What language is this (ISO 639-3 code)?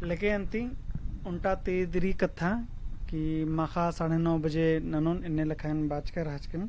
kru